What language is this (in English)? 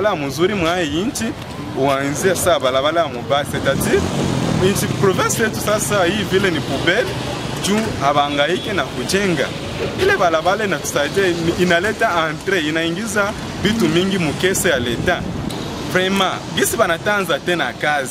Swahili